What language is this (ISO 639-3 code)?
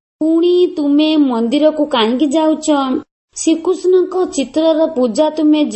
ori